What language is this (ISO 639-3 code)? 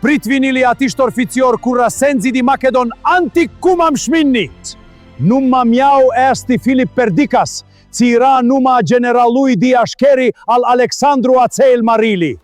rup